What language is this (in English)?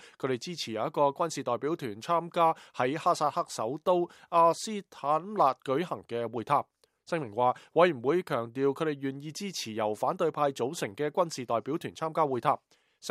Cantonese